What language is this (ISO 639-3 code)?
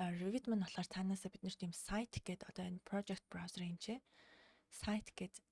mon